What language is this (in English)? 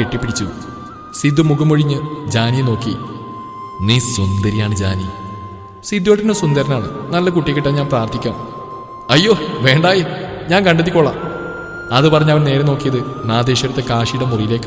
Malayalam